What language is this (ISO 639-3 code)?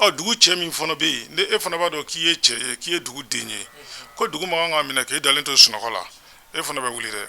bam